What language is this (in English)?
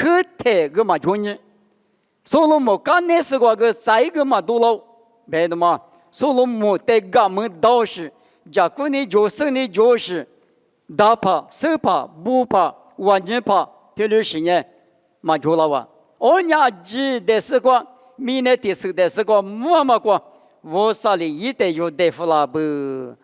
Lisu